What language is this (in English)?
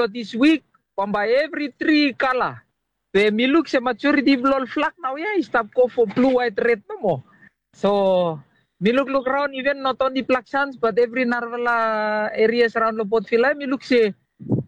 Bislama